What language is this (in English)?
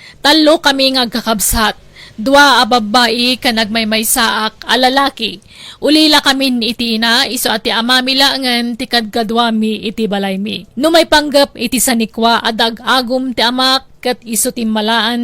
Iloko